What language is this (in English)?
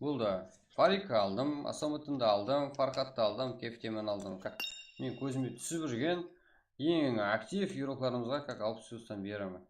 Kara-Kalpak